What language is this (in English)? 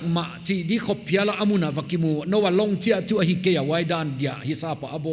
Paite Chin